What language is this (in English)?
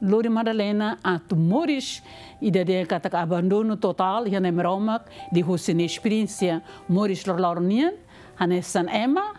Tetum